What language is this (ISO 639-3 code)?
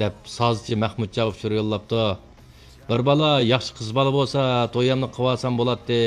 uig